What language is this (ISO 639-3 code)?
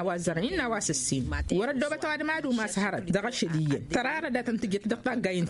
taq